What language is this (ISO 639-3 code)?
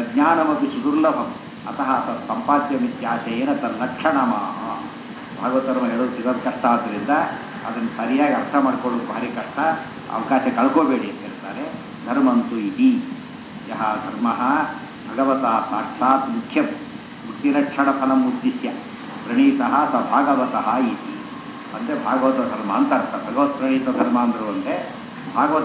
kan